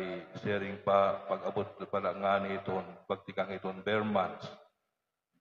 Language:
Waray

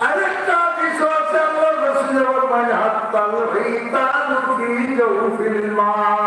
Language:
Sylheti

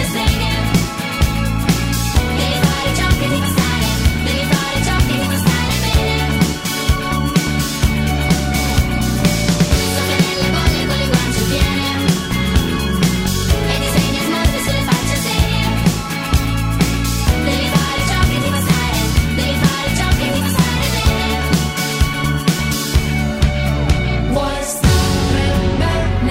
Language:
Italian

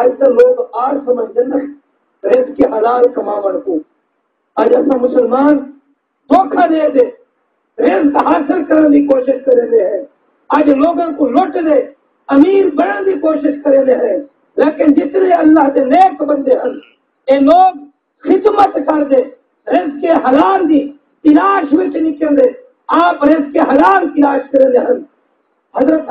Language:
Saraiki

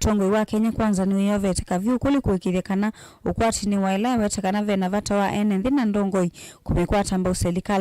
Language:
Kamba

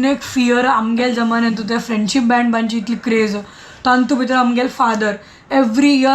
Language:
Konkani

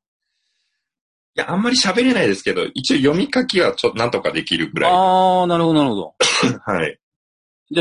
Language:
Japanese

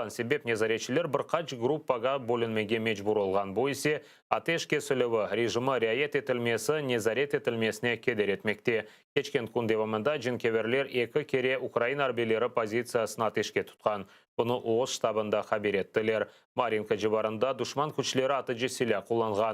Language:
Crimean Tatar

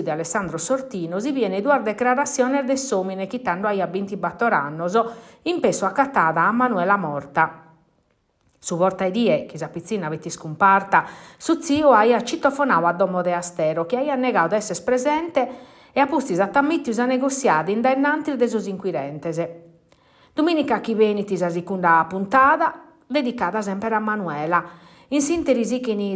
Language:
Sardinian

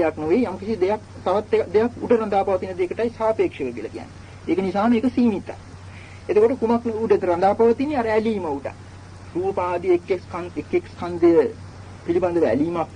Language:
Sinhala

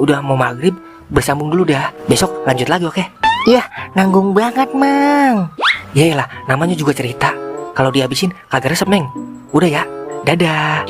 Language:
Betawi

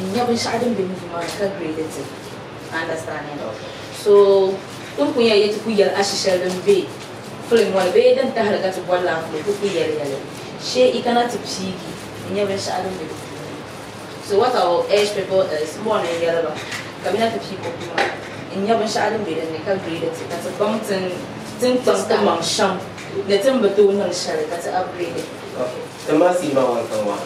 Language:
Dagbani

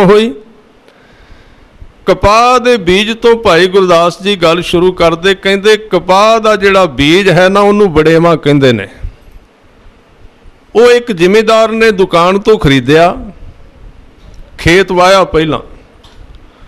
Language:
Punjabi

